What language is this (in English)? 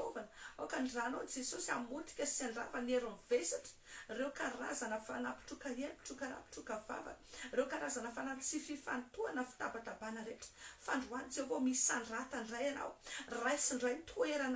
Malagasy